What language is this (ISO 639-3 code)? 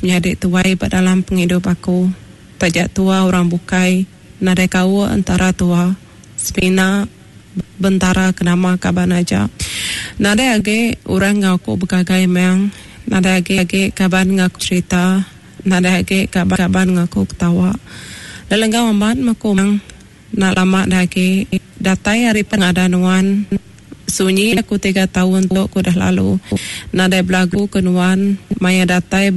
iba